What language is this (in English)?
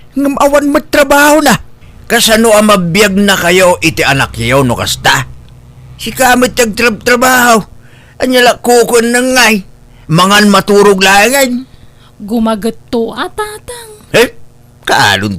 Iloko